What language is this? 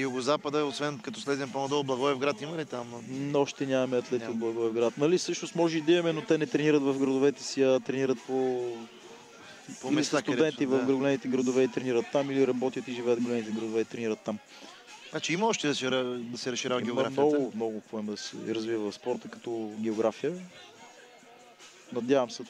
Bulgarian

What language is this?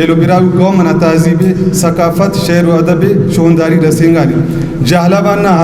Brahui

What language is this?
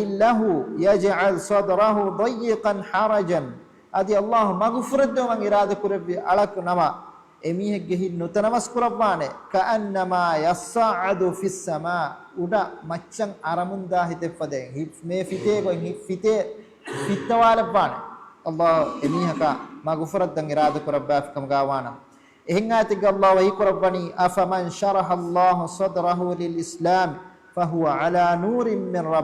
Divehi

